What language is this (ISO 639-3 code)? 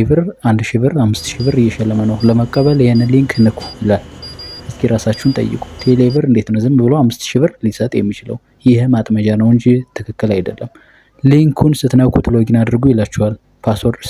amh